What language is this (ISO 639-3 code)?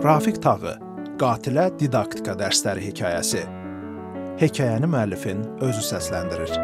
aze